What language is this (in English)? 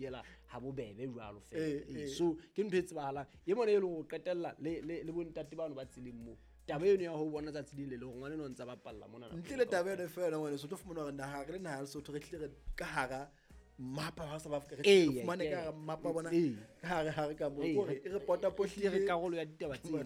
Southern Sotho